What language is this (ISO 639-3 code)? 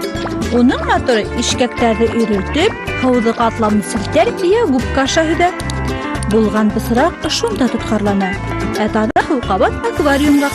bak